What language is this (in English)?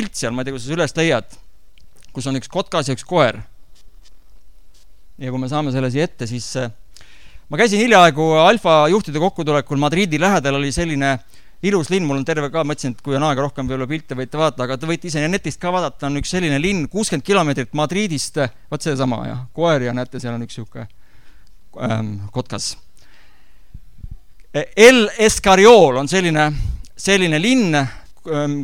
Estonian